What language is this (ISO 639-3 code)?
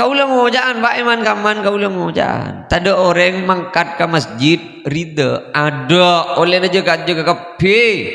mad